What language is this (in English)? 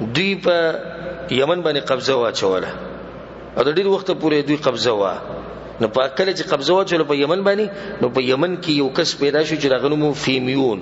Pashto